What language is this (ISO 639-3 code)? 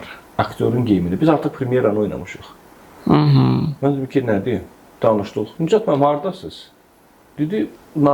aze